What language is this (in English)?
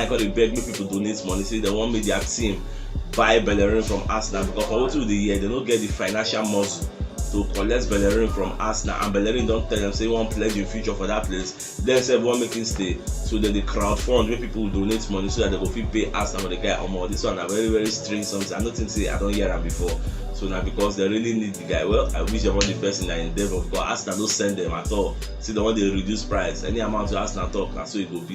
Nigerian Pidgin